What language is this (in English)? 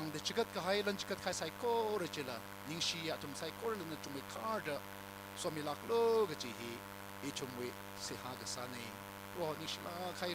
Tangkhul Naga (India)